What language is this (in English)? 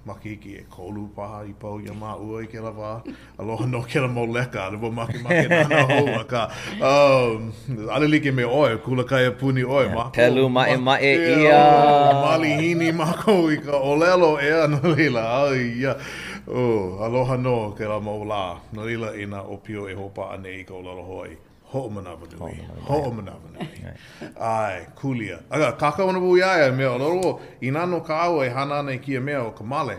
Hawaiian